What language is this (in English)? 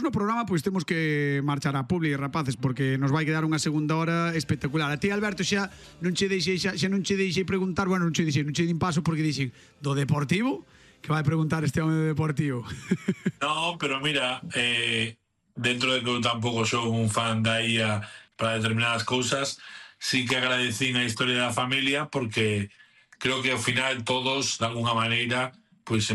Galician